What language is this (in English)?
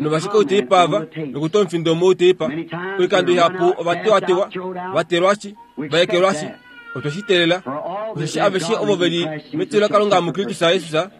Kuanyama